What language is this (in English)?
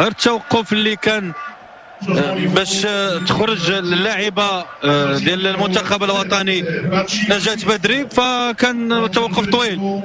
Moroccan Arabic